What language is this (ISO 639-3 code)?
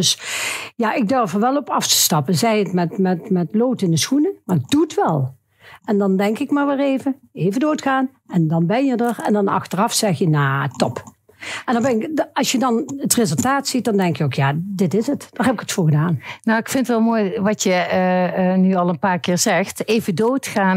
nld